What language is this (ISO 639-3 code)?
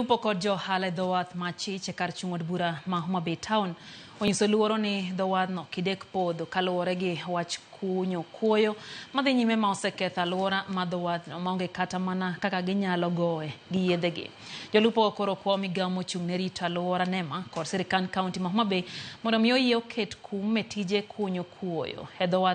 luo